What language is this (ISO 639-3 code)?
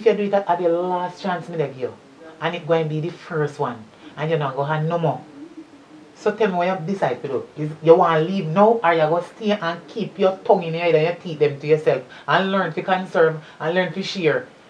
jam